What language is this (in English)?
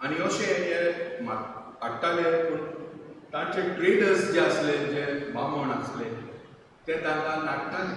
Konkani